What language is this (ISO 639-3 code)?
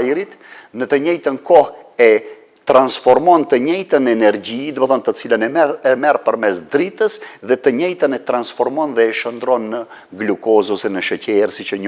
sqi